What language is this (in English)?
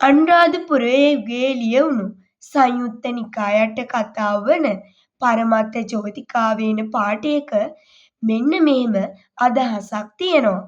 Sinhala